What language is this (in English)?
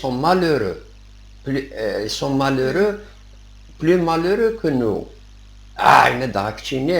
Kabyle